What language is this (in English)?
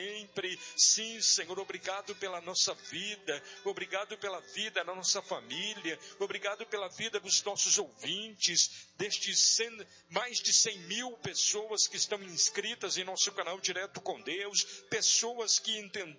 Portuguese